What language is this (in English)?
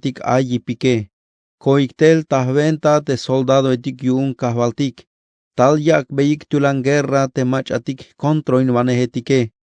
Tzeltal